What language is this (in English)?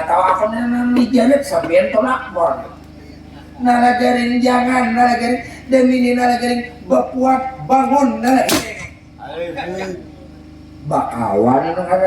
Banjar